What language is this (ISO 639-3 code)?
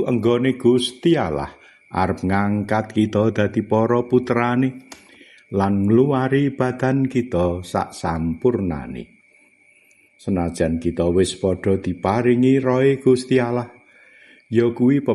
jav